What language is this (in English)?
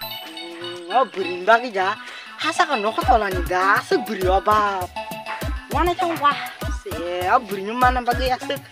Kok Borok